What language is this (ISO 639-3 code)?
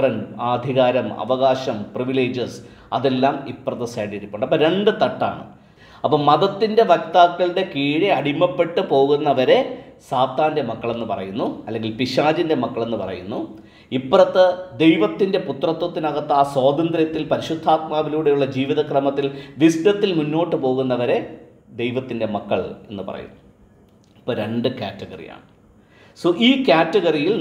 mal